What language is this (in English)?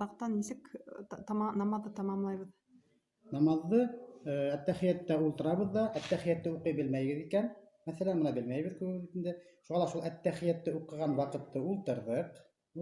Bashkir